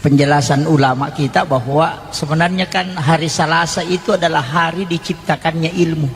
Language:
Buginese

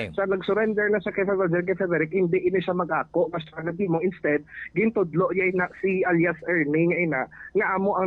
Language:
Hiligaynon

